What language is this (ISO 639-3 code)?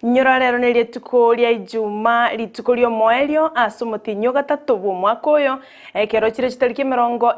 guz